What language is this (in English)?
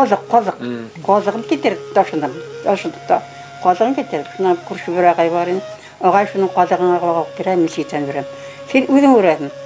Bashkir